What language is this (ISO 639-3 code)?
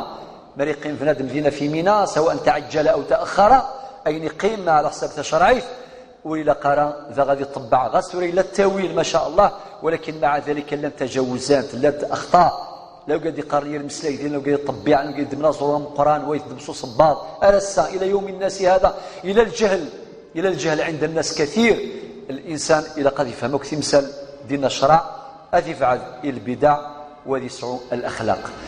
kab